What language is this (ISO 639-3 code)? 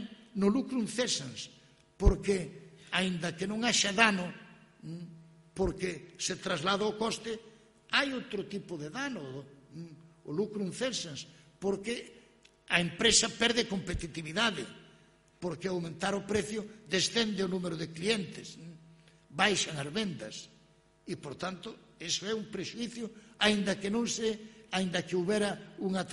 glg